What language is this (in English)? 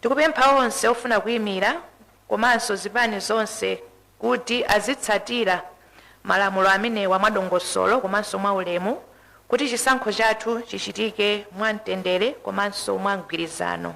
Nyanja